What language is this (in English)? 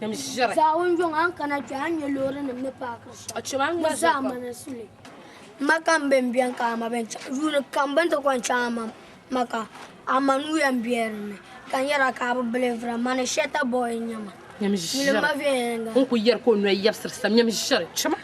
Dagbani